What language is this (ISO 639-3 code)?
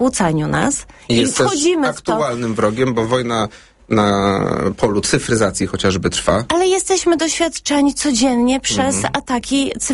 pol